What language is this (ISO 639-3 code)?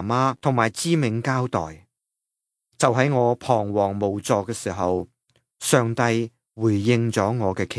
yue